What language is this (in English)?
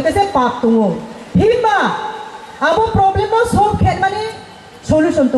Riang (India)